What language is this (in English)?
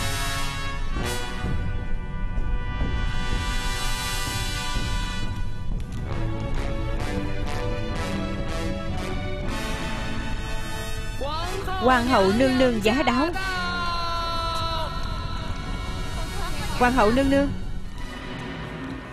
Vietnamese